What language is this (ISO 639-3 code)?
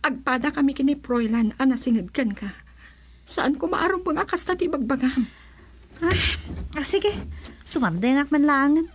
ilo